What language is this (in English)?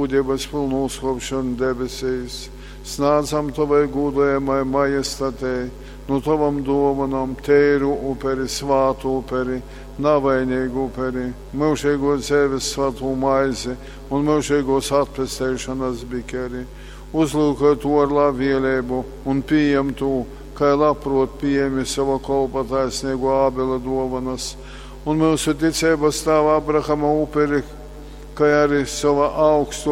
Latgalian